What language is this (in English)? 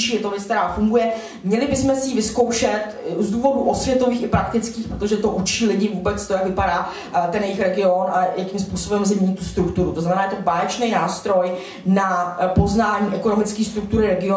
Czech